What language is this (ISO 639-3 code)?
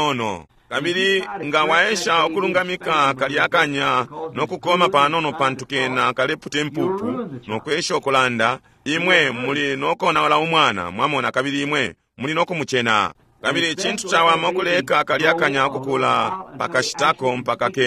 bem